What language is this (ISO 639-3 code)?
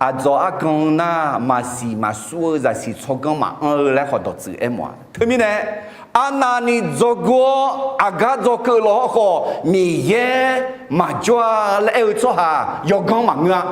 ahk